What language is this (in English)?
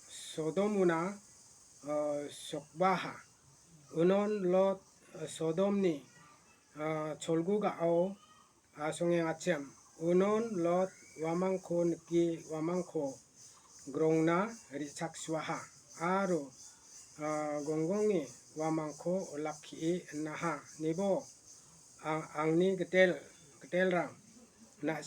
Garo